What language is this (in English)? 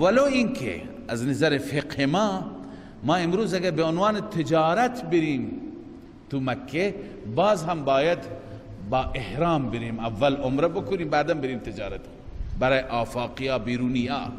Persian